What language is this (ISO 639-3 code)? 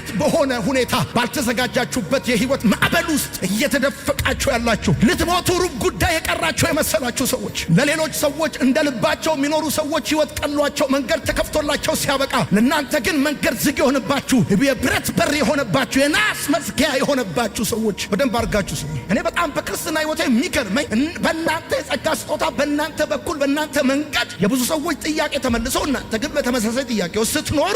amh